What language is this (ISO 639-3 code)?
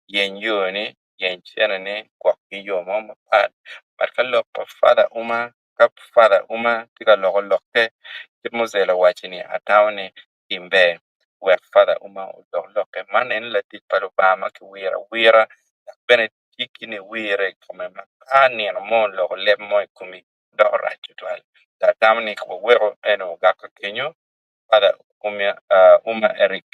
ach